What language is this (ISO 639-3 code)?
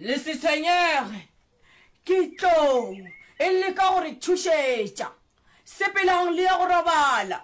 nso